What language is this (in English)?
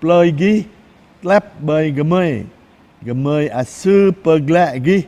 Jarai